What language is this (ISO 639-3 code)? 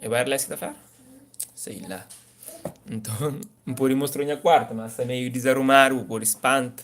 kea